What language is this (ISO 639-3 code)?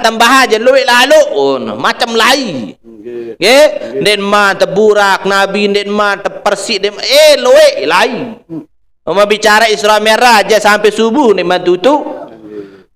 sas